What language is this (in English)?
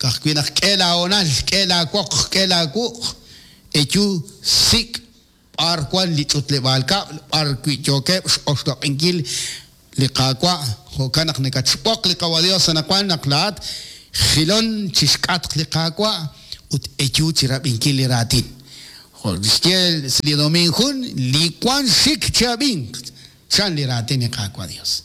Kekchí